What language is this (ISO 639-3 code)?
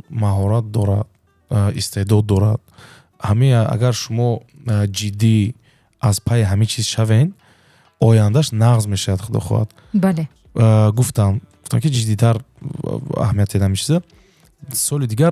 tgk